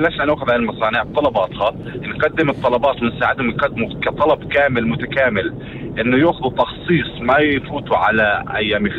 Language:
North Levantine Arabic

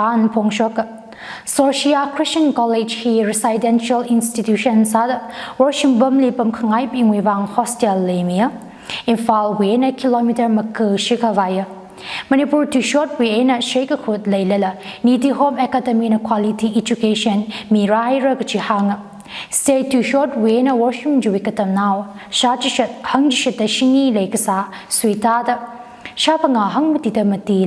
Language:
Tangkhul Naga (India)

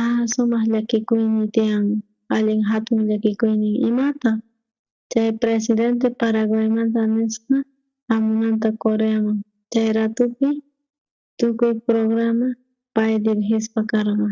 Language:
South Bolivian Quechua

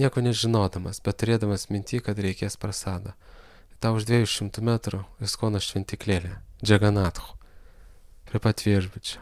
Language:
Lithuanian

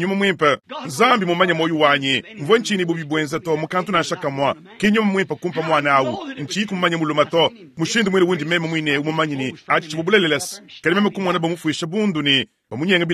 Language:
Luba-Lulua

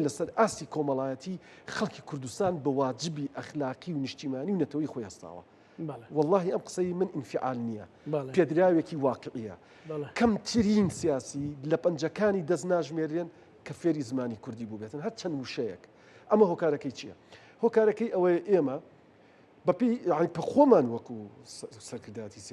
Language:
Central Kurdish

